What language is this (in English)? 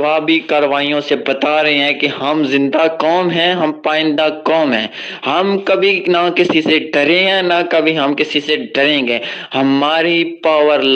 Urdu